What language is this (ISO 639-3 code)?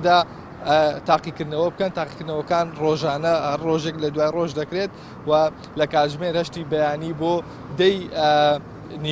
ckb